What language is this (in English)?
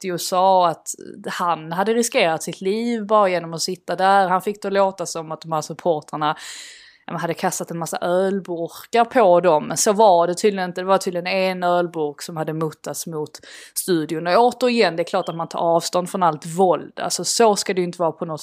Swedish